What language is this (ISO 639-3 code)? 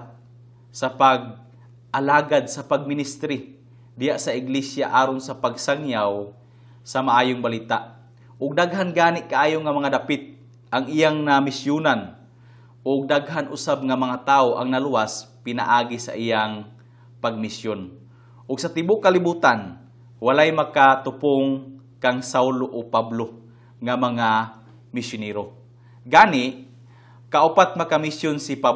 ceb